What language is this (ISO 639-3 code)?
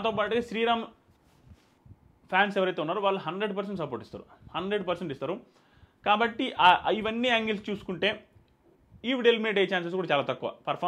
tel